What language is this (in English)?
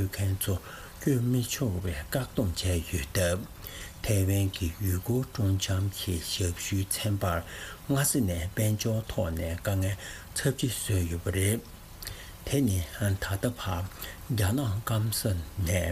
Tibetan